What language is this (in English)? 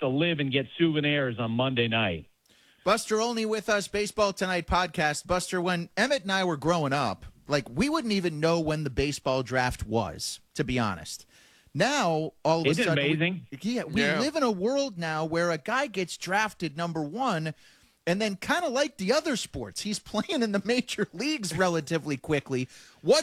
English